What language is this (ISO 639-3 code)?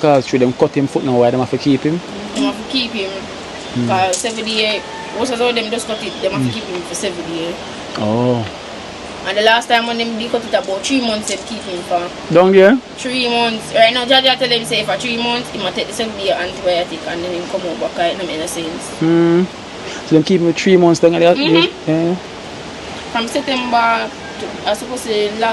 jam